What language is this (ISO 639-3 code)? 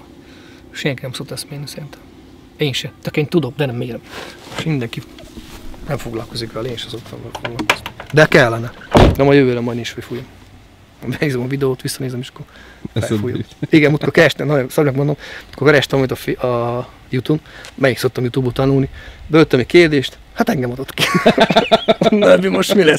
hun